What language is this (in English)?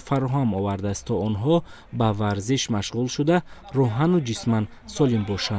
Tajik